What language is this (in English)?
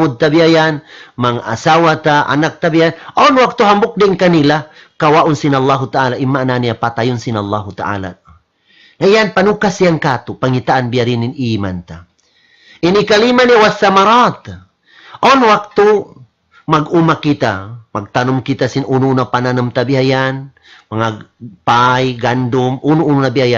Tausug